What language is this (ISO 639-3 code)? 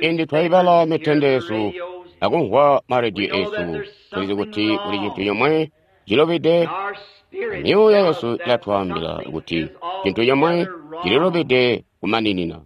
toi